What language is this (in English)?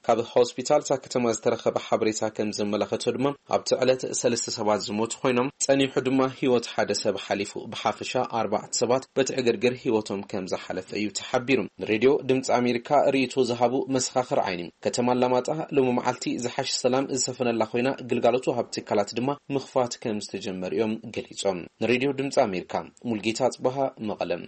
Tigrinya